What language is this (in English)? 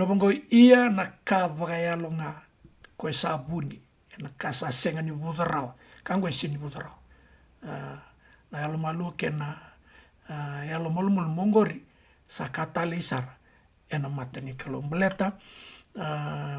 Fijian